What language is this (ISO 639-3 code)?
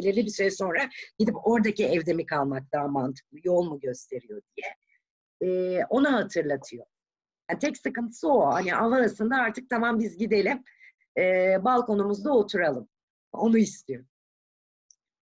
tur